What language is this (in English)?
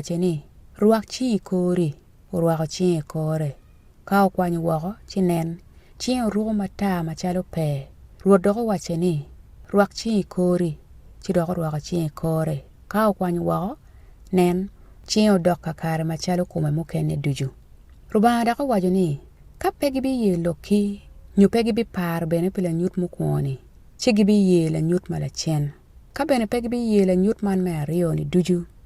Acoli